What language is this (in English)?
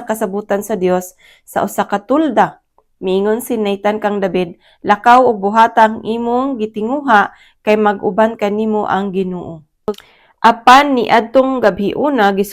Cebuano